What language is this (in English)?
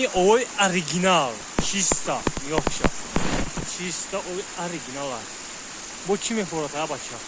Tajik